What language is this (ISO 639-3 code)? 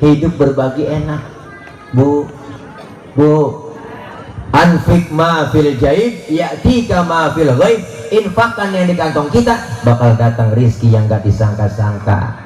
bew